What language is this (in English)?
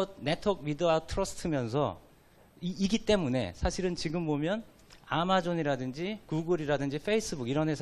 Korean